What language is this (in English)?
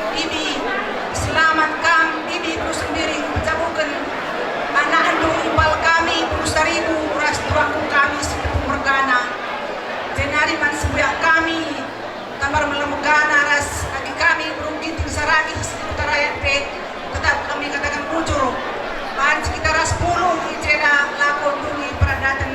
Batak Karo